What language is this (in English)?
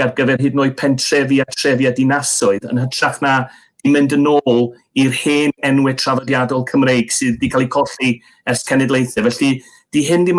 Welsh